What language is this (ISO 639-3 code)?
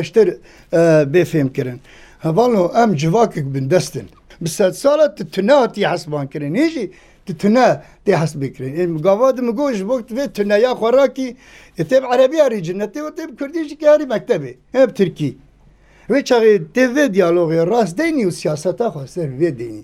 kur